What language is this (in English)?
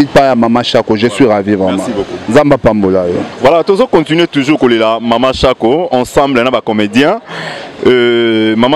Lingala